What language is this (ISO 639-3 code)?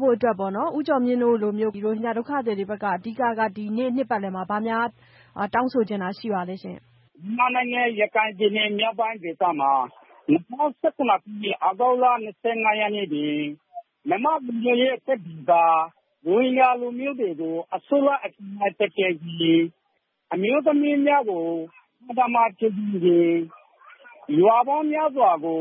mya